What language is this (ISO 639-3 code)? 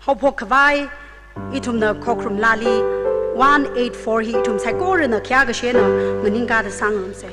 nmf